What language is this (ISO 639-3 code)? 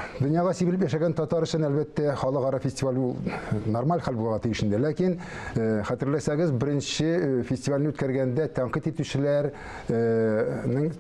tat